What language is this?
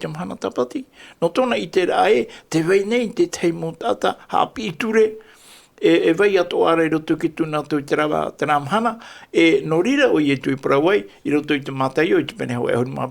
Tahitian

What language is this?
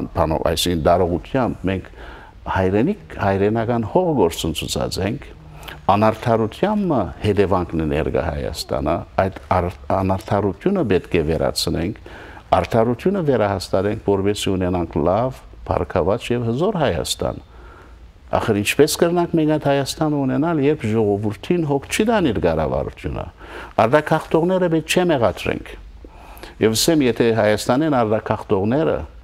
Western Armenian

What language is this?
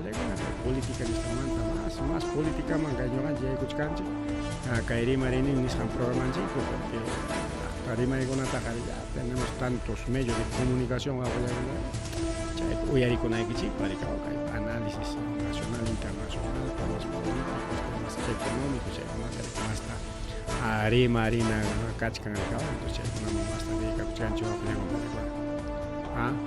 Ayacucho Quechua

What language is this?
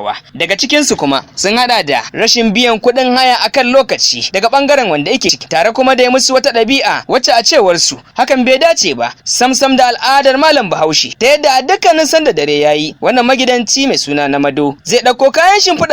Hausa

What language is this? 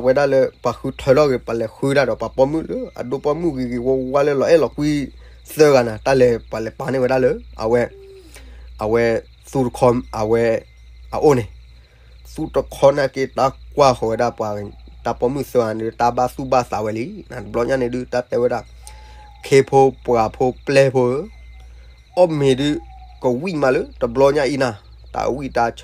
S'gaw Karen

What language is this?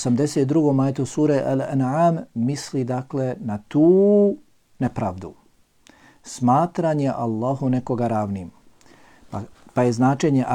Bosnian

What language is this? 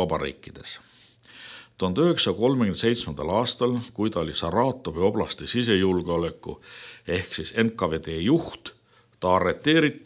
Estonian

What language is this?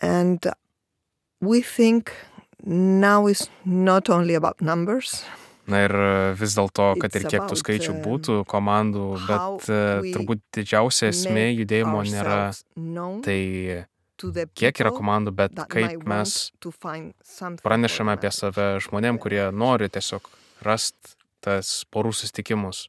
Lithuanian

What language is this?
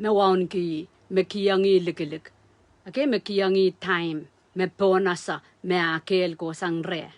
Pohnpeian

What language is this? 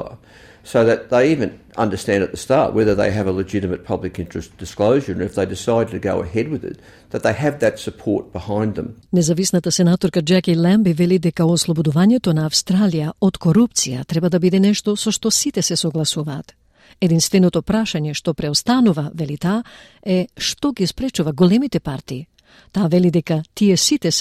Macedonian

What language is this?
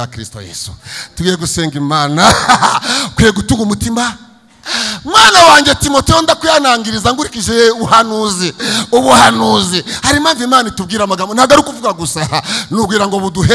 Kinyarwanda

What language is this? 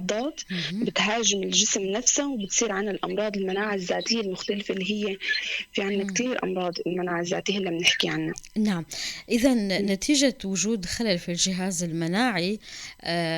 North Levantine Arabic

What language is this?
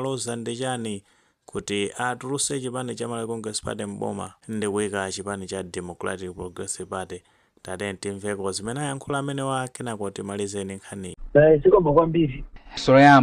Nyanja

